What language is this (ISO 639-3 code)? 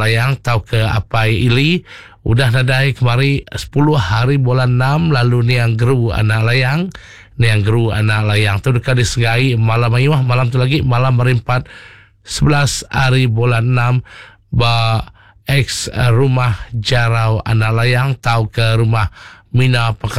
iba